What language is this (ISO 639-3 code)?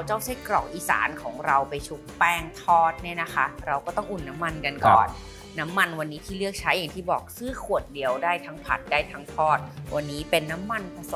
tha